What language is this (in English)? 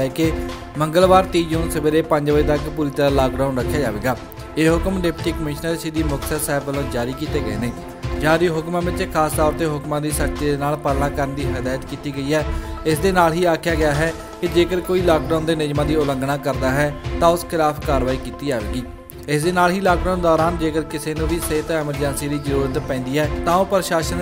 Punjabi